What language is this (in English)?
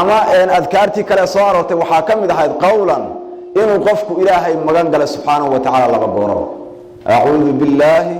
Somali